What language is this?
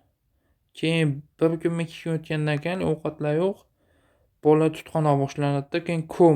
Uzbek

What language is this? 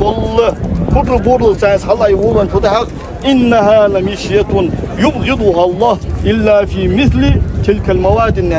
Ingush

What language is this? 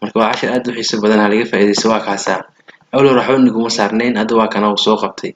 Somali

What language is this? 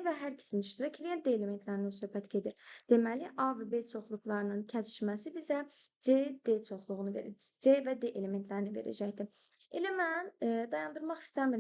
Azerbaijani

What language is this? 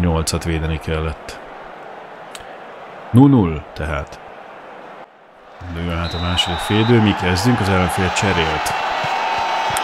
Hungarian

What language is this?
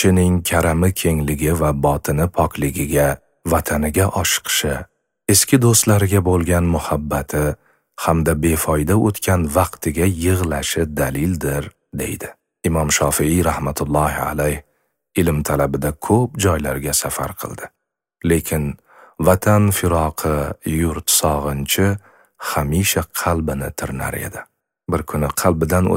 Uzbek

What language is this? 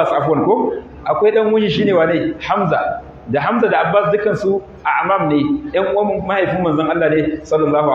Hausa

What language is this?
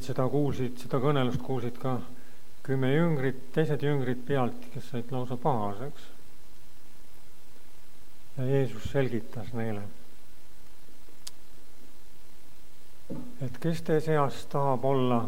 Estonian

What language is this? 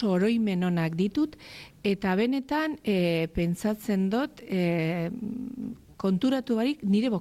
Basque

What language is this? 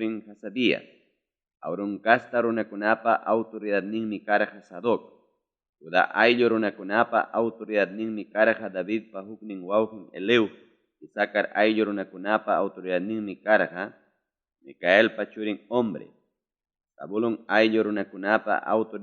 Ayacucho Quechua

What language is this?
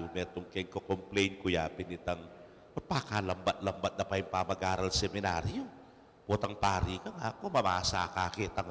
Pampanga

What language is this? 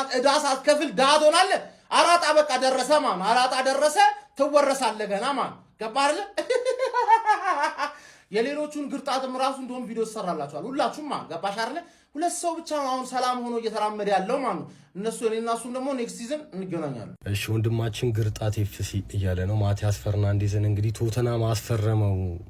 Amharic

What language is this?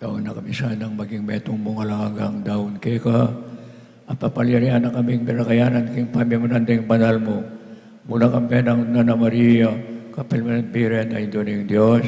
Pampanga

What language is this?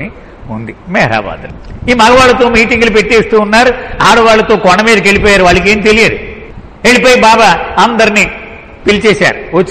Telugu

